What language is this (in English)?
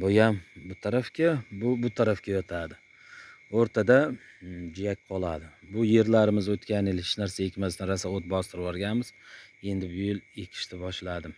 Uzbek